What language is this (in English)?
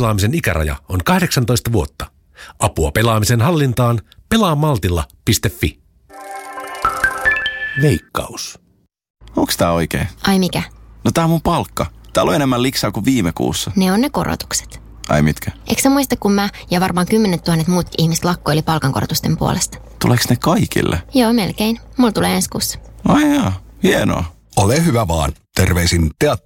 Finnish